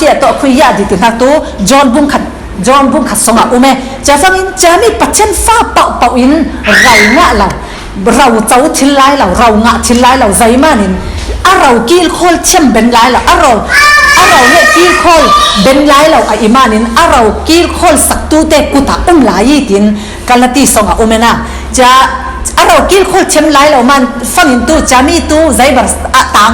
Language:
Falam Chin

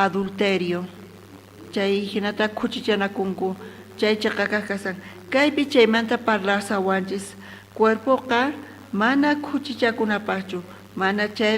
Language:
South Bolivian Quechua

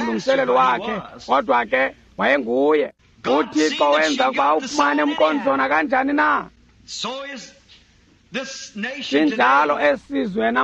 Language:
Xhosa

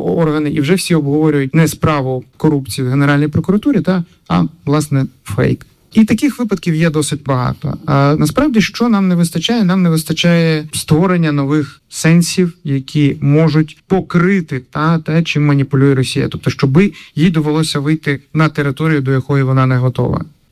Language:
Ukrainian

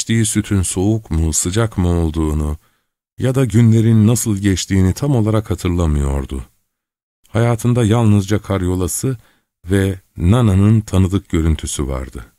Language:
Turkish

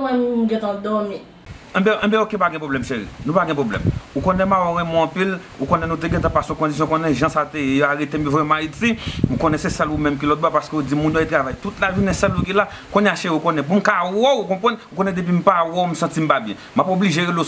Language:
Haitian Creole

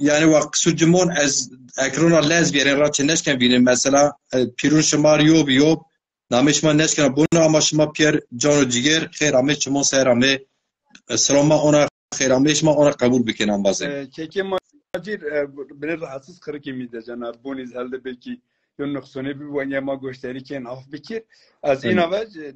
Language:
Zaza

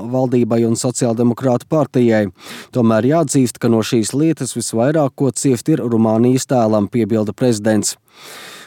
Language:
Latvian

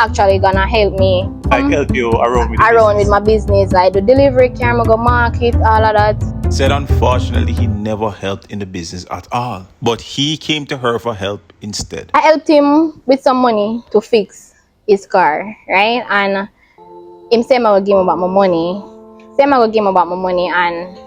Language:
Jamaican Creole English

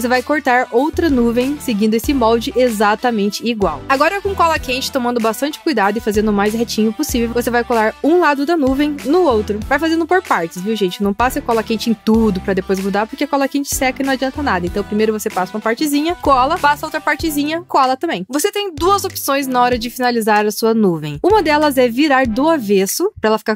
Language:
Portuguese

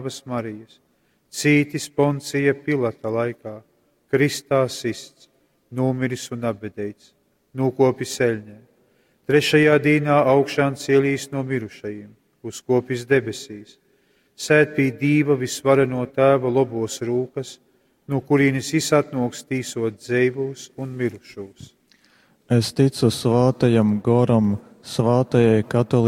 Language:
Latgalian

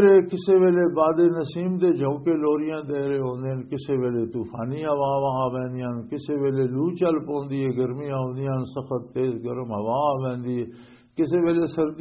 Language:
Western Panjabi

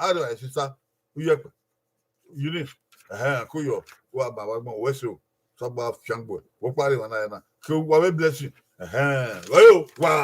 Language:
Bini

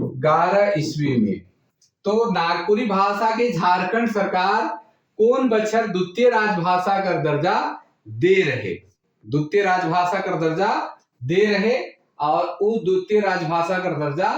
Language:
Sadri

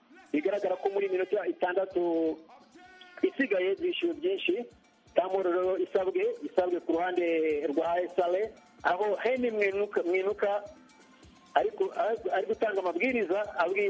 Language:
Kinyarwanda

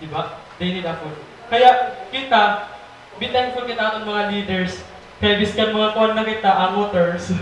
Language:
Waray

